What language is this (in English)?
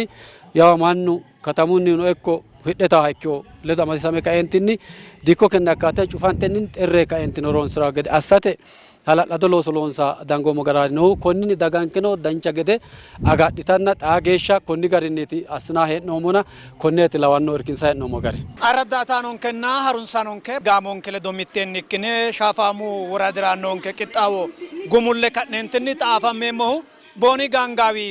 Sidamo